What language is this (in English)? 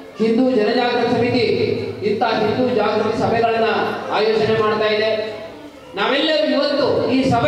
Kannada